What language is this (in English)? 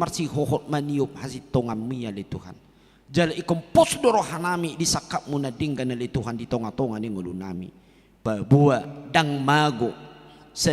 Batak Toba